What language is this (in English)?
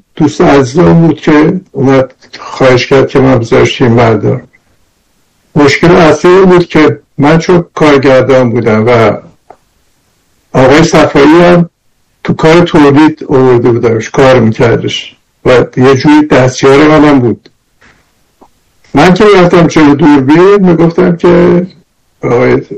Persian